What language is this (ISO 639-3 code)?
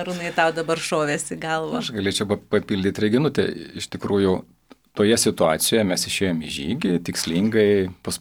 lit